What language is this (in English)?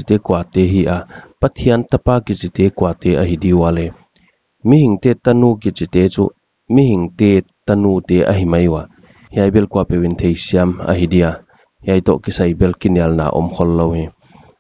Paite Chin